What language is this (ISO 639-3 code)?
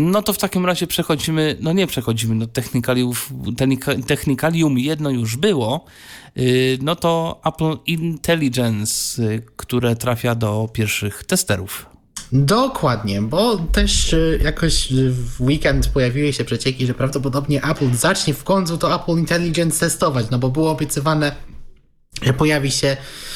pol